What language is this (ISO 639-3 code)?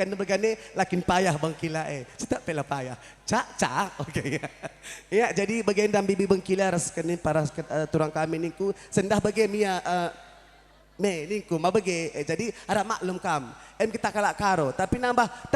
btx